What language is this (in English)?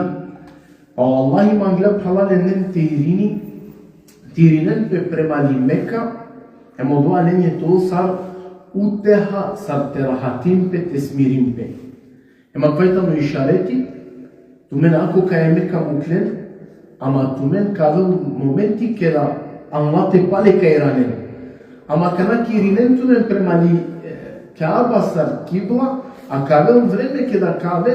Balkan Romani